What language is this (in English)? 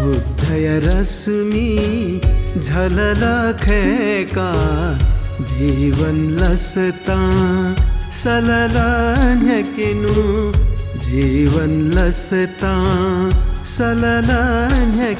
Newari